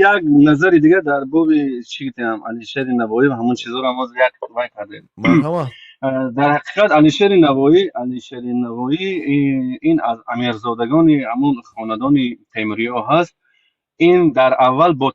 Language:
Tajik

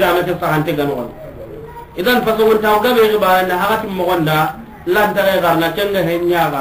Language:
Soninke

